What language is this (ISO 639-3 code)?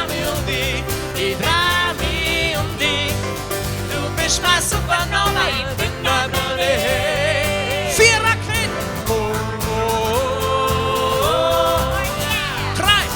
bar